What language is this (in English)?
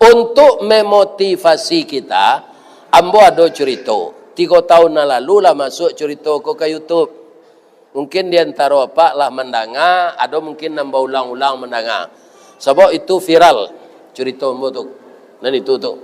Minangkabau